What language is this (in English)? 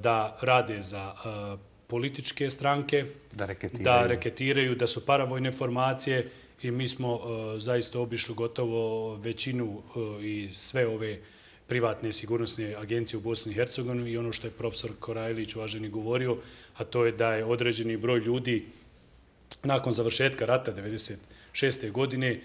Bosnian